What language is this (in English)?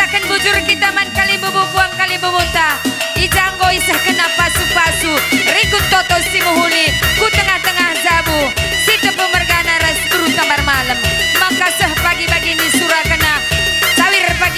Batak Karo